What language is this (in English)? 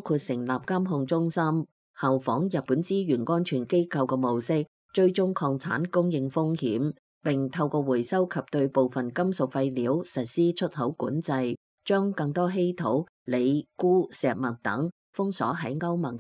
Cantonese